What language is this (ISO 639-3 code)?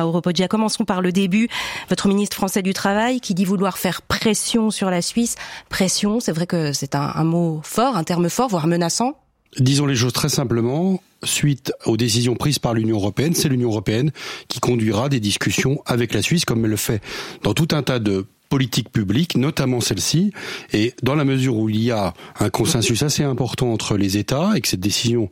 fra